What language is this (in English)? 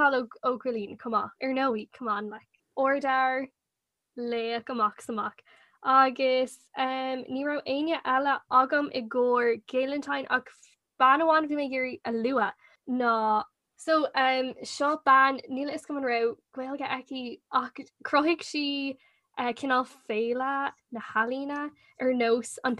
Irish